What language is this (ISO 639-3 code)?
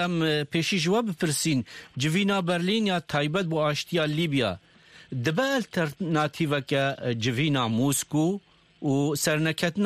kur